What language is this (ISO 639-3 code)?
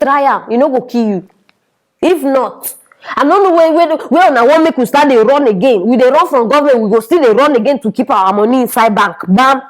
pcm